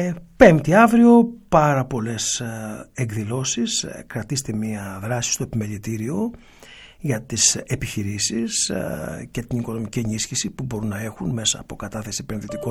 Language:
Greek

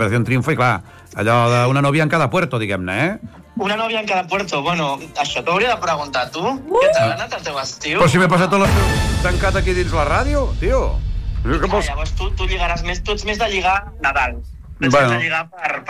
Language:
Catalan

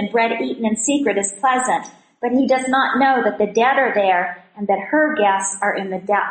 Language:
English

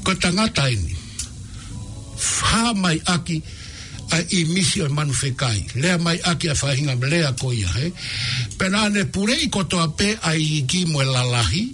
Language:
Tongan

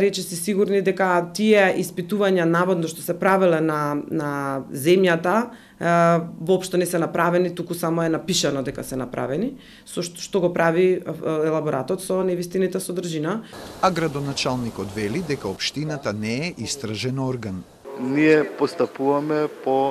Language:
Macedonian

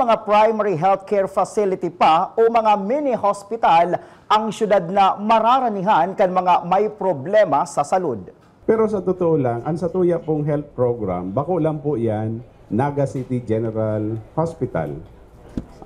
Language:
Bikol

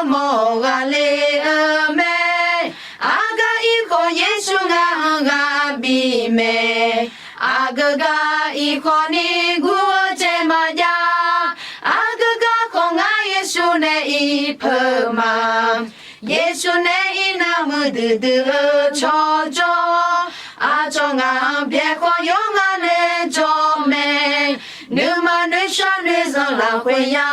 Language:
Akha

